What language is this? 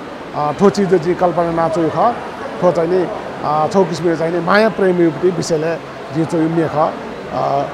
Newari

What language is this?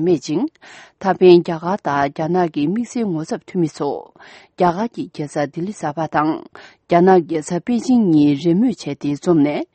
Tibetan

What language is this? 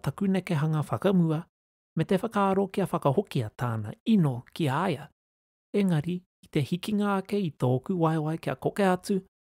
Māori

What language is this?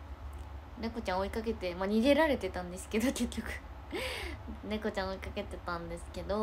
Japanese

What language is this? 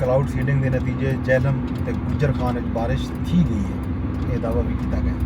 Saraiki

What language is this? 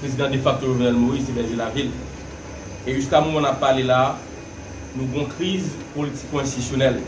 Haitian Creole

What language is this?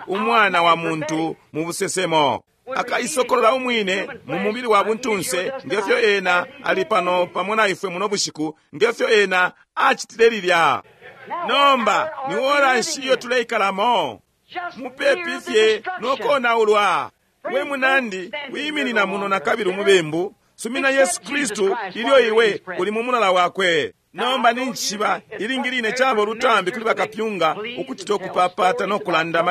Bemba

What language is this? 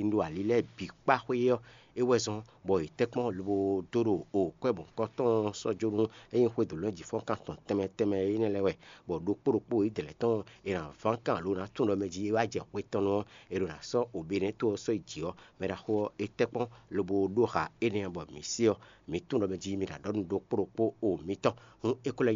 Fon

